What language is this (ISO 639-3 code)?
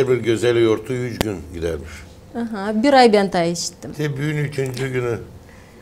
gag